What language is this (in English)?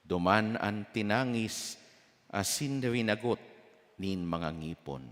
Bikol